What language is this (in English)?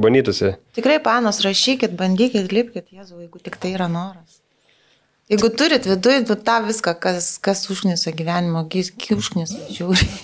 Lithuanian